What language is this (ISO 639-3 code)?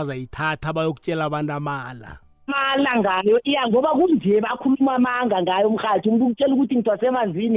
nbl